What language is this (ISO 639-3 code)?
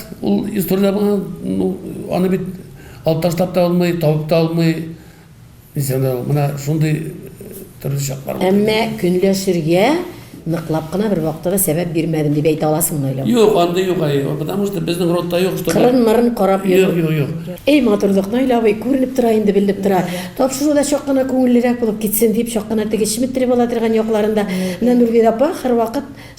tat